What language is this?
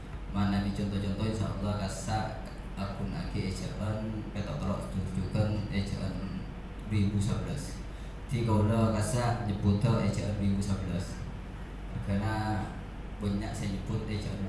Madurese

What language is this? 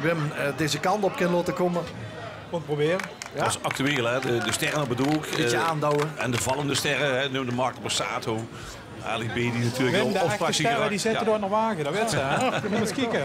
Limburgish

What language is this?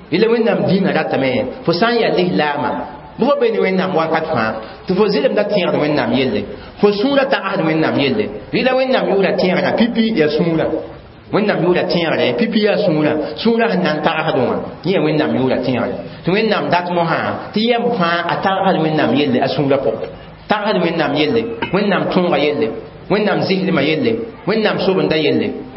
Mossi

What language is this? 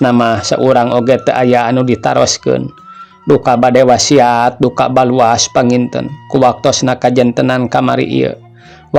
Sundanese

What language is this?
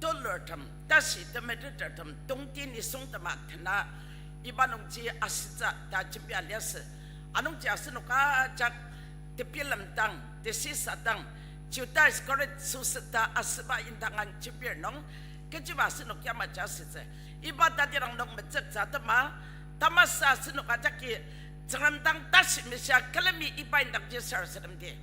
Ao Naga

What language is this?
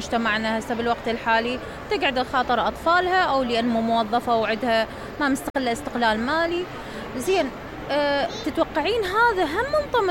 Mesopotamian Arabic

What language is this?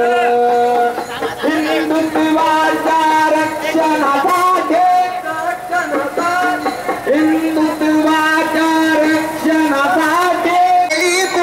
Marathi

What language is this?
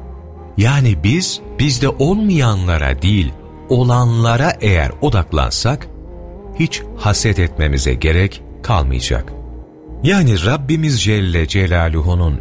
Turkish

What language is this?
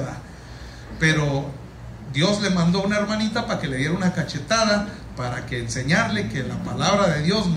Spanish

